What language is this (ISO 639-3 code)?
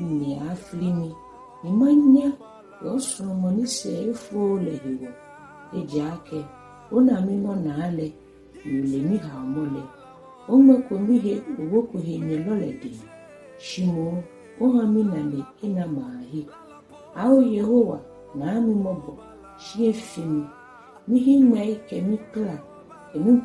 gaa